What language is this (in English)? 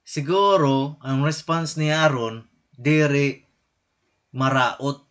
Waray